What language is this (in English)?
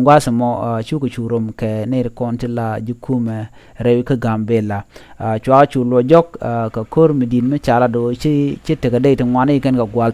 Nuer